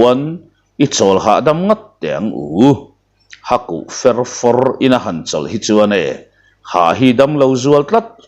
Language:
Mizo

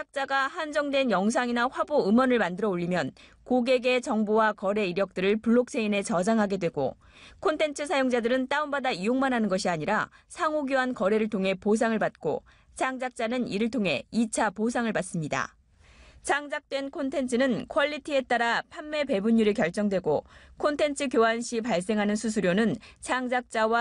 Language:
Korean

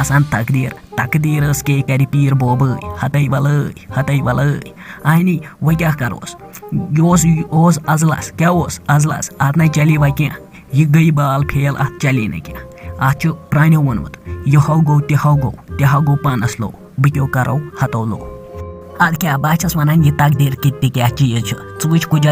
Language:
Kashmiri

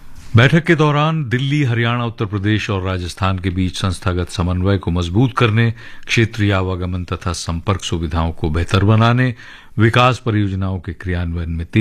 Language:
Hindi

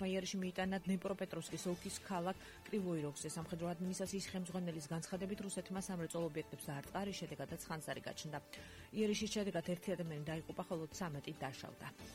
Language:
Georgian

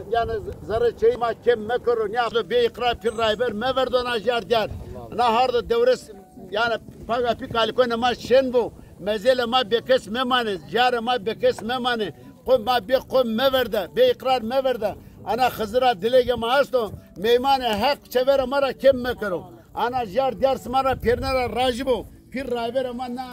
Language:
Zaza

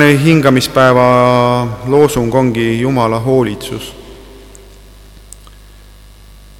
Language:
Estonian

